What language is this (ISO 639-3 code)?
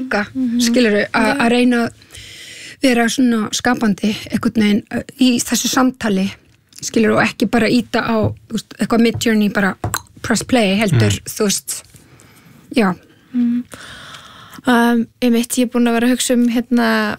isl